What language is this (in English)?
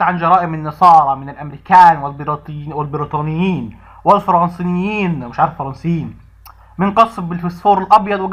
Egyptian Arabic